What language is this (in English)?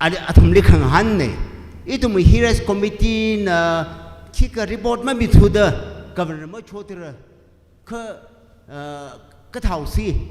Tangkhul Naga (India)